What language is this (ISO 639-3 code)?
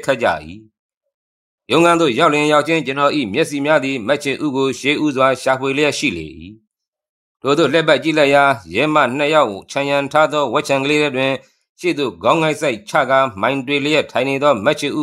mya